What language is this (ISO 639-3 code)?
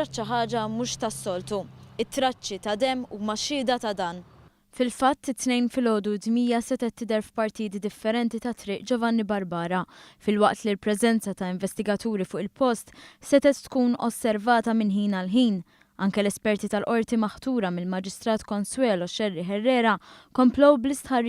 mlt